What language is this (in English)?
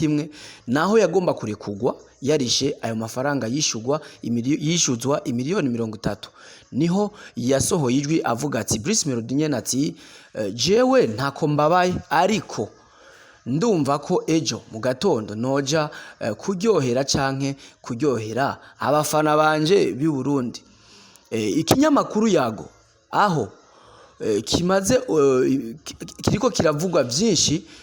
Rundi